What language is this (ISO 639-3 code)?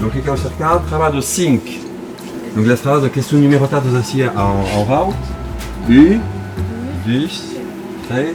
oci